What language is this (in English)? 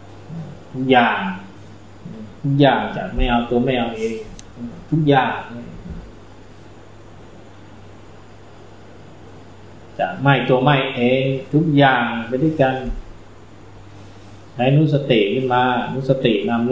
Thai